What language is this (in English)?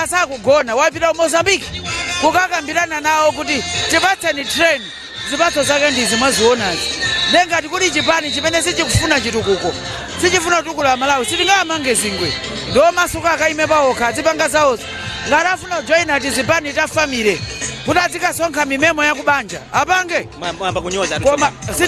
Nyanja